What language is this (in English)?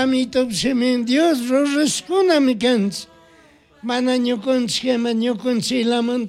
Chimborazo Highland Quichua